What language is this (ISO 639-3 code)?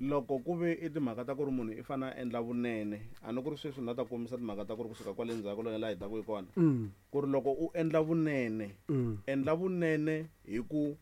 tso